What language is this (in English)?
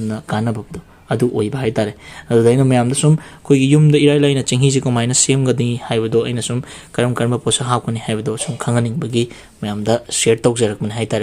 Manipuri